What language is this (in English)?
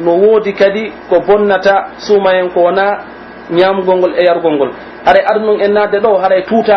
Pular